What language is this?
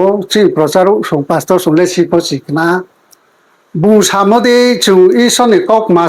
Riang (India)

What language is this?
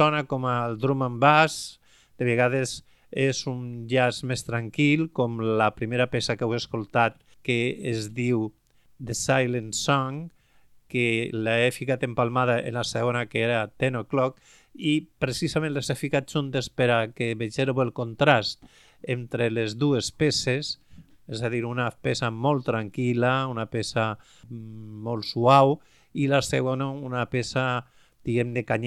Catalan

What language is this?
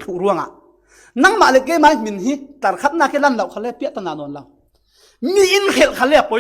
Falam Chin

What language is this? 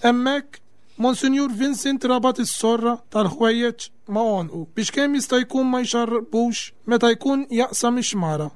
Maltese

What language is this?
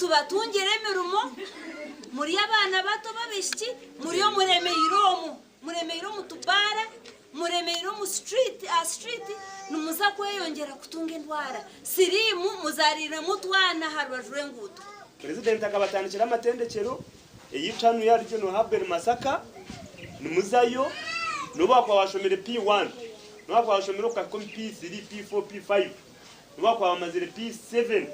Nyankole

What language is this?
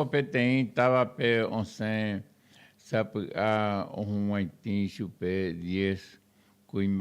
Guarani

